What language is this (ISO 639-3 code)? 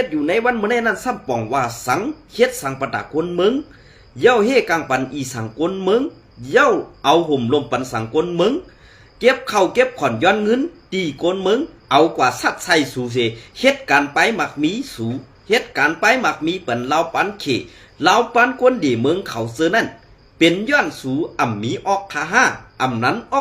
shn